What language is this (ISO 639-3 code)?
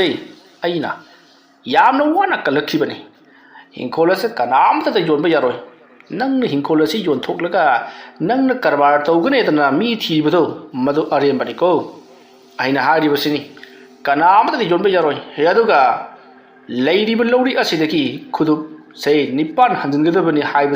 mni